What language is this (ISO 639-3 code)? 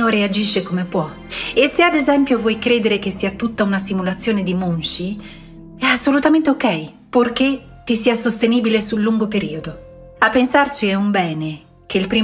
ita